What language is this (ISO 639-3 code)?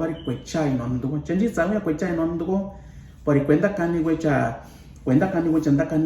mix